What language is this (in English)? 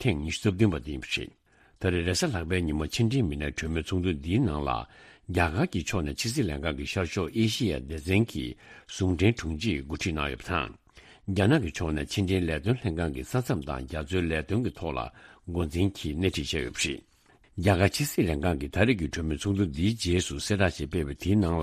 Tibetan